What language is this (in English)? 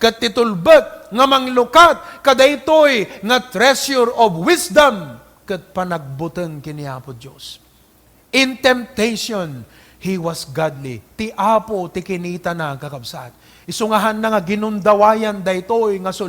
Iloko